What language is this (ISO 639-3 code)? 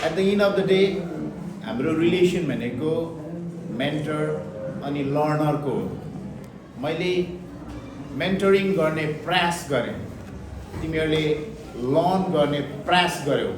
nep